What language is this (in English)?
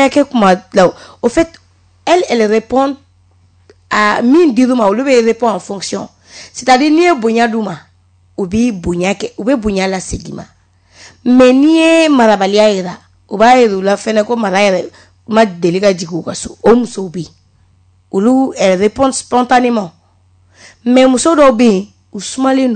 Bambara